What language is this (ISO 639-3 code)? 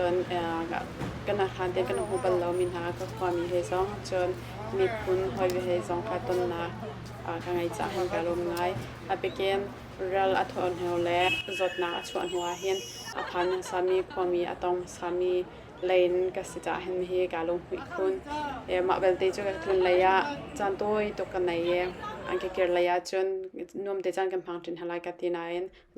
cnh